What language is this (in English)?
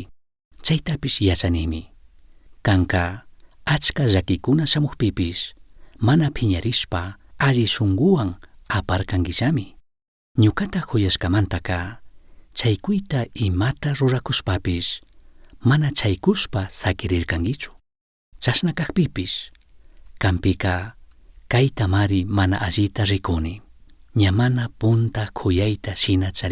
Chimborazo Highland Quichua